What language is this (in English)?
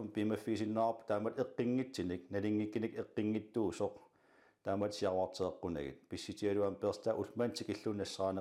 Kalaallisut